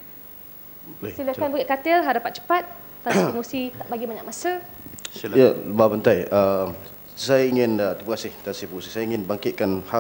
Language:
Malay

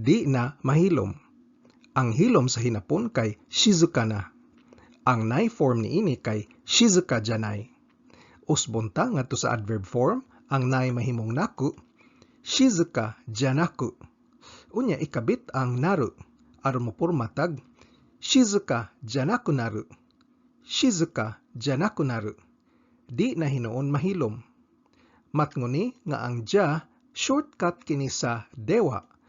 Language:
Cebuano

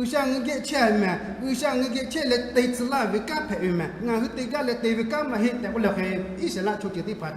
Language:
Lahu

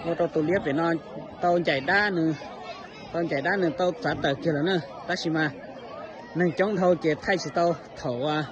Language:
Hmong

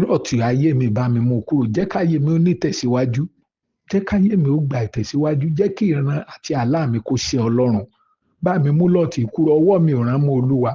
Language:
Yoruba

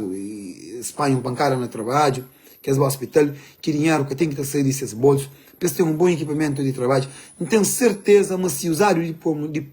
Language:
Kabuverdianu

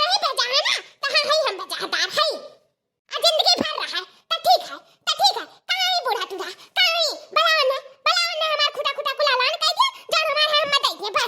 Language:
Awadhi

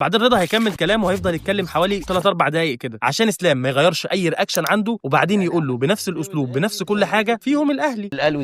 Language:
Egyptian Arabic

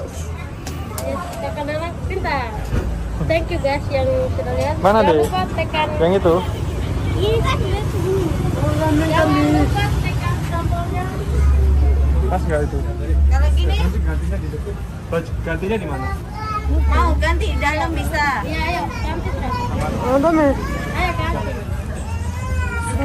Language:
Indonesian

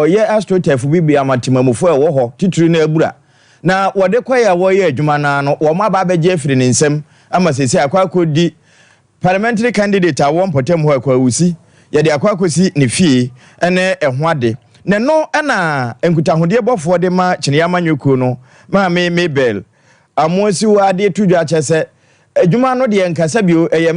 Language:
Akan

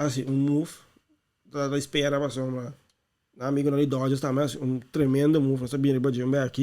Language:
Papiamento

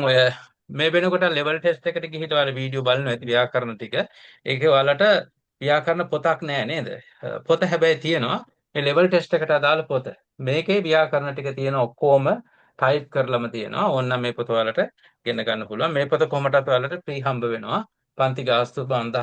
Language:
Sinhala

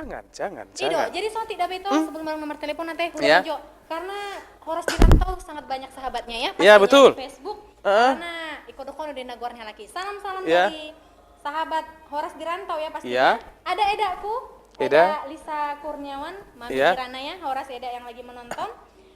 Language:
Batak Toba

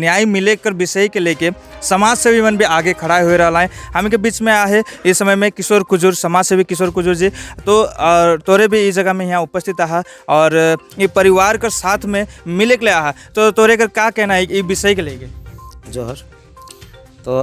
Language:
Sadri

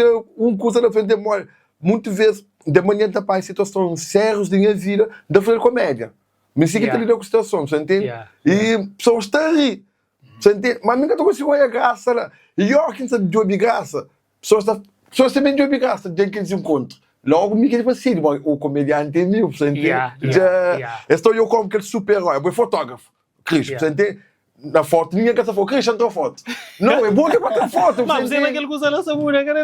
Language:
Kabuverdianu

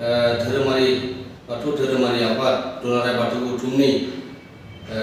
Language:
Bodo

